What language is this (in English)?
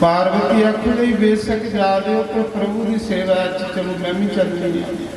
Dogri